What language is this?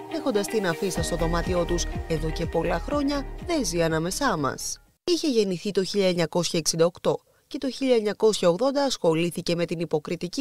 Greek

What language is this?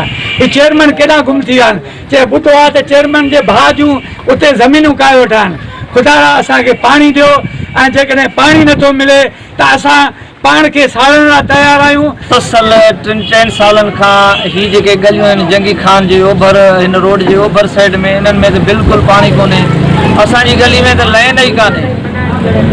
Sindhi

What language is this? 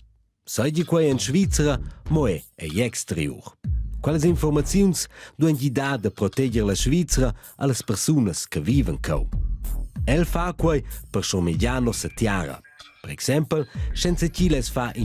Romansh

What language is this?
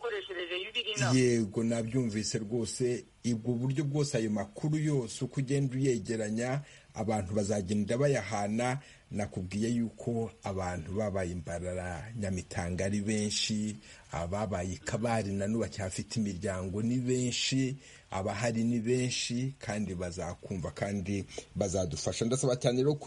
Kinyarwanda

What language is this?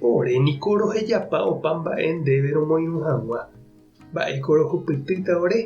Guarani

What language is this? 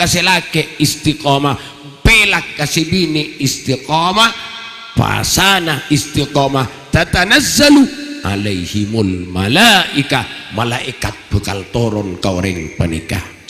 Madurese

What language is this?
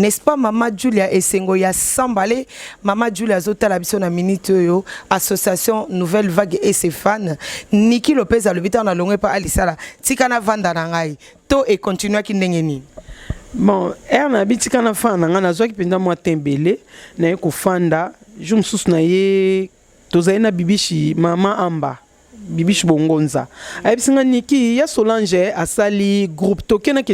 Lingala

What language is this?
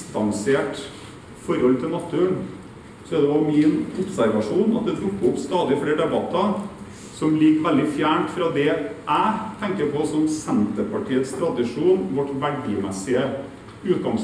Norwegian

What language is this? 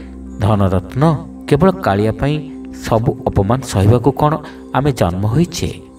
Odia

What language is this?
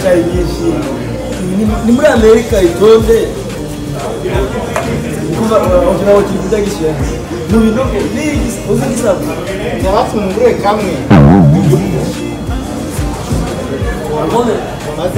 Kinyarwanda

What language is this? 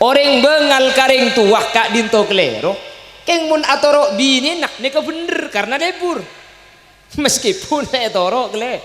Madurese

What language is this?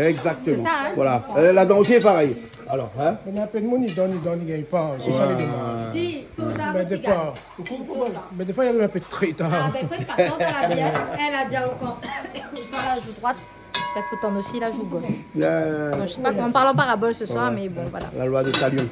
Réunion Creole French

